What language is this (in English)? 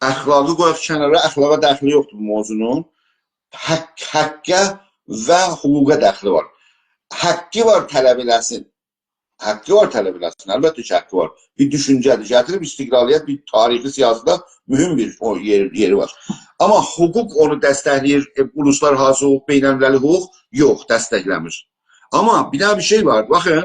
South Azerbaijani